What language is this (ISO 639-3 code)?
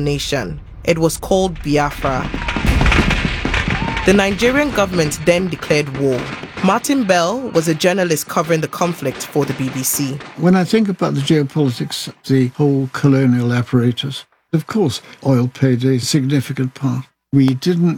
eng